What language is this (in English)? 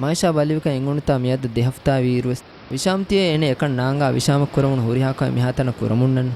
Divehi